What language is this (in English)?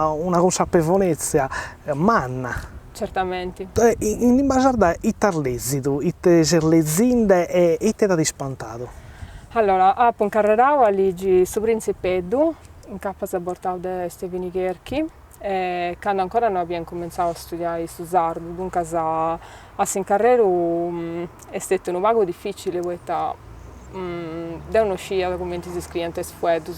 Sardinian